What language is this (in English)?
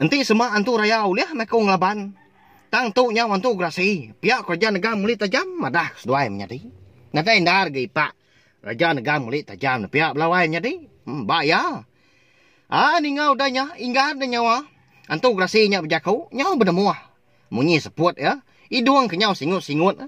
Iban